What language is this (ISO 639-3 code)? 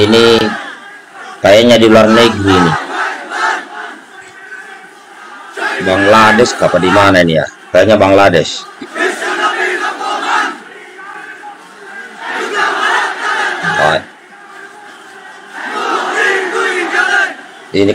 ind